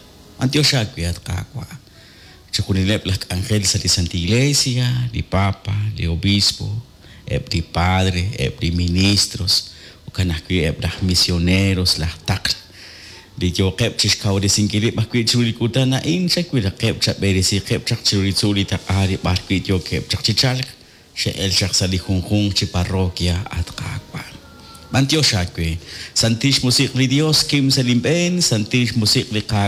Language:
Kekchí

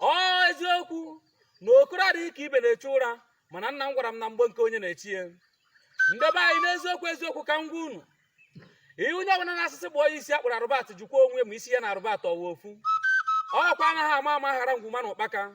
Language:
Igbo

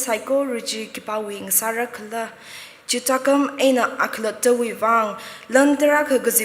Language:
Tangkhul Naga (India)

